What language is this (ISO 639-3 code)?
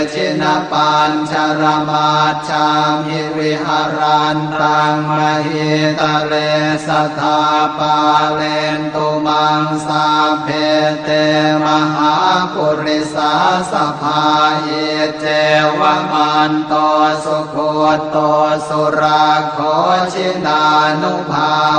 pli